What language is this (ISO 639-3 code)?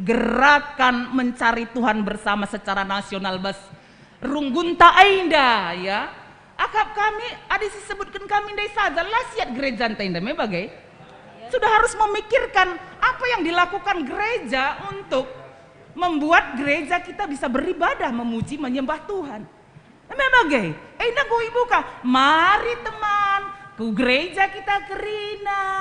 btx